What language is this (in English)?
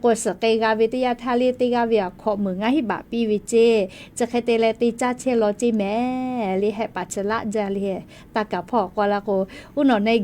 Lahu